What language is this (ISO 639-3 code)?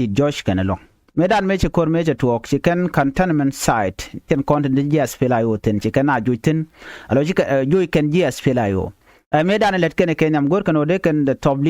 nus